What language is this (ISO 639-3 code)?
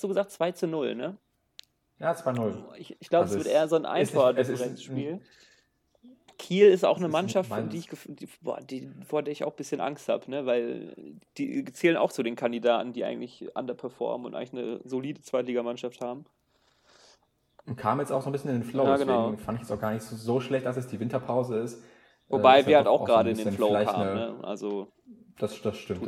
deu